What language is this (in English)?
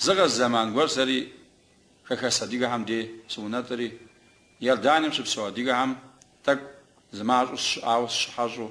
Kabardian